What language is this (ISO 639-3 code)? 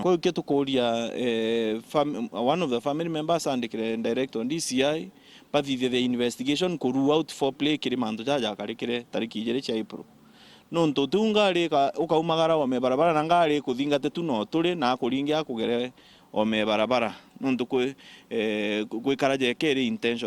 mer